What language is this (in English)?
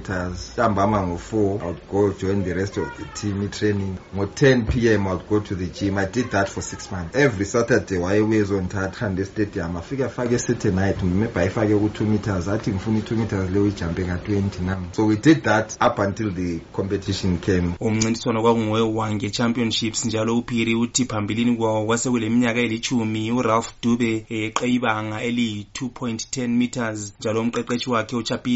North Ndebele